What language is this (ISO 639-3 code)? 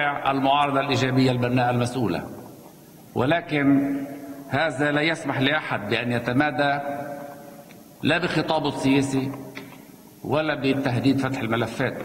apc